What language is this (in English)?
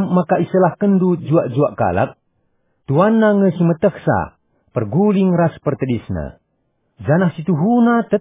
Batak Karo